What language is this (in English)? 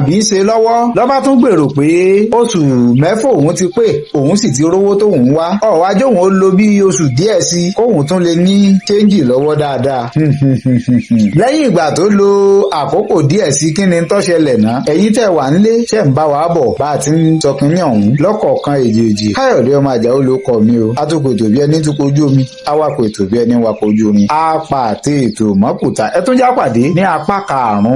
Yoruba